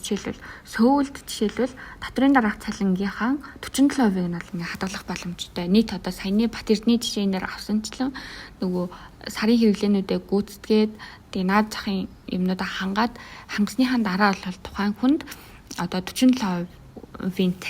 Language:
Mongolian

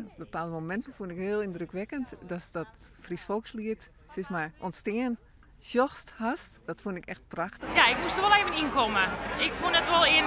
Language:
Western Frisian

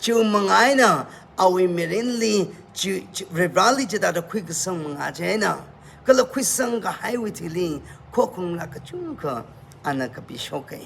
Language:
Tangkhul Naga (India)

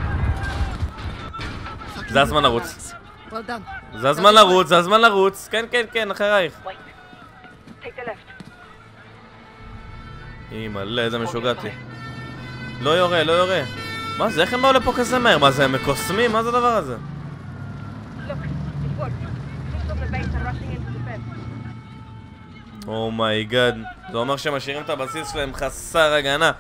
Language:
Hebrew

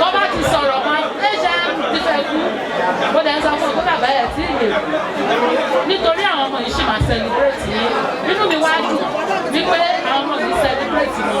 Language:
Yoruba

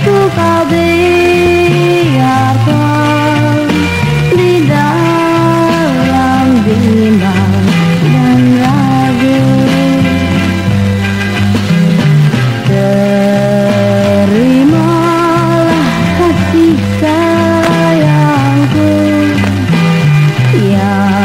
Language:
Indonesian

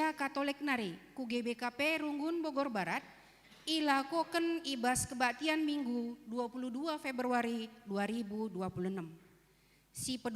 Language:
Batak Karo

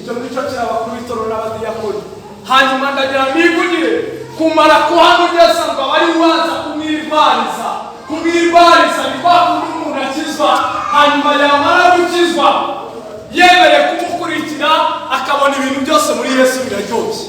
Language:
Kinyarwanda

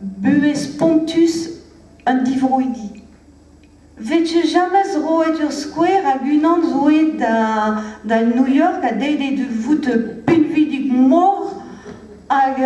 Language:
Breton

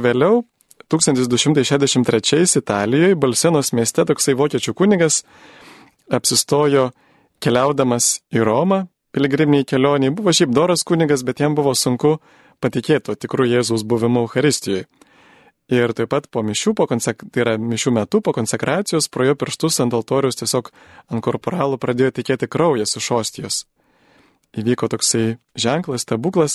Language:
Lithuanian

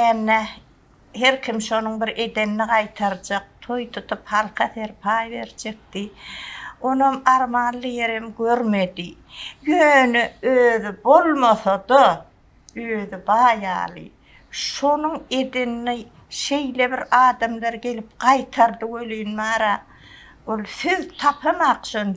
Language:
Turkmen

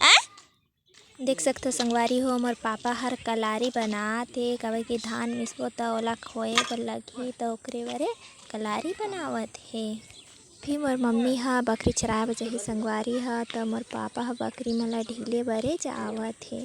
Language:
Chhattisgarhi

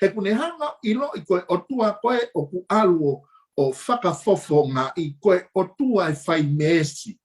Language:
Tongan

